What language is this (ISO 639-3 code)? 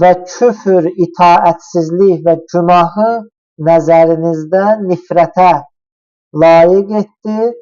aze